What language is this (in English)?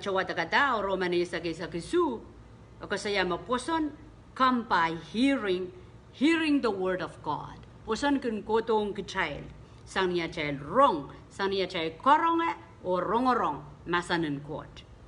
Pohnpeian